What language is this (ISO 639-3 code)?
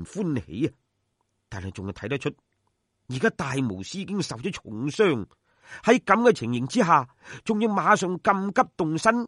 yue